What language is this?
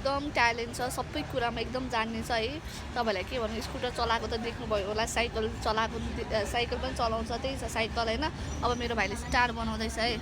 Nepali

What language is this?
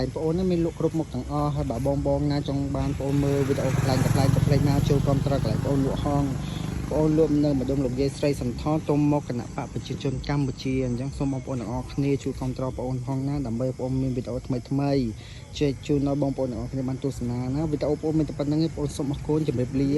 Khmer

